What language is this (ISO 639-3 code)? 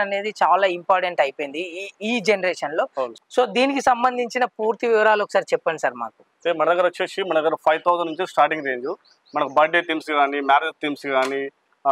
tel